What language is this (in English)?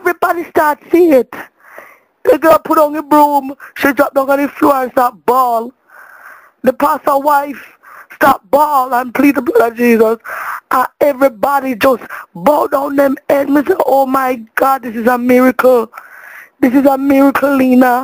Jamaican Creole English